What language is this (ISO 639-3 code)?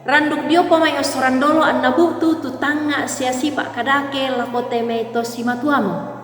sda